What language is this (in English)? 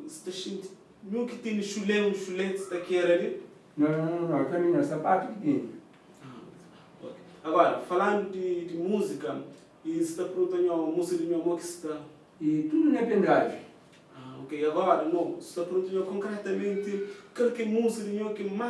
Kabuverdianu